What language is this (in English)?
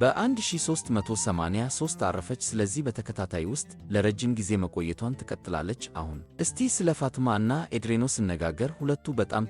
Amharic